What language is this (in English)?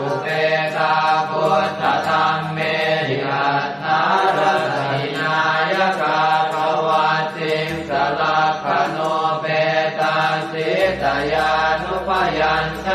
Pali